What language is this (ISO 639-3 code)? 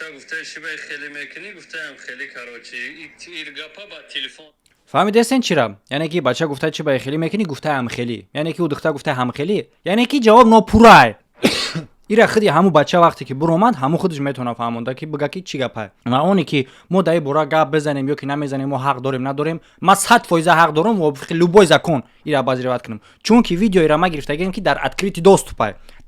tgk